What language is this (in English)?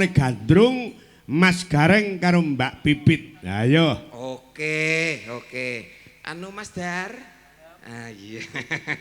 Javanese